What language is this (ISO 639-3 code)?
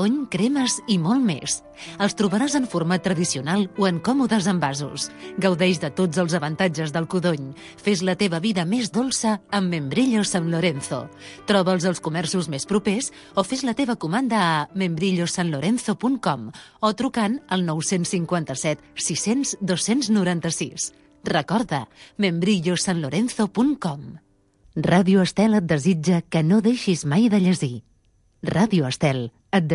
cat